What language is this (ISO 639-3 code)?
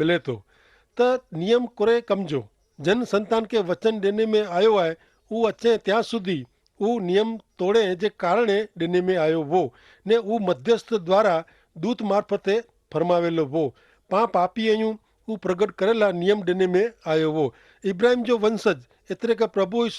kfr